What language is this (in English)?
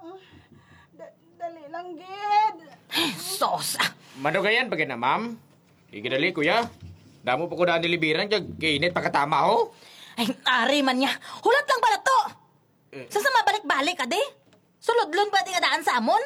Hiligaynon